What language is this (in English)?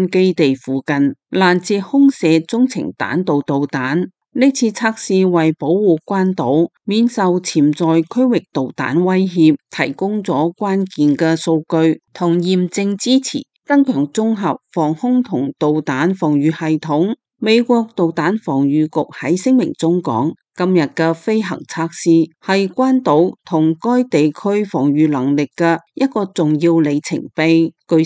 Cantonese